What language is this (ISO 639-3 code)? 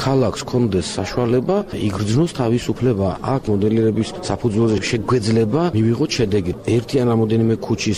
kat